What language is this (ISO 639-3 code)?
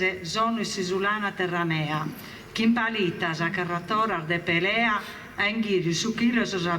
srd